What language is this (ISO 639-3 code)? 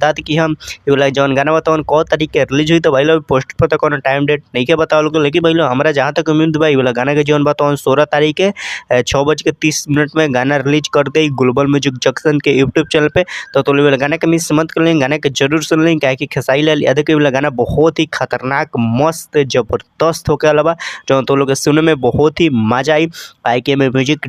bho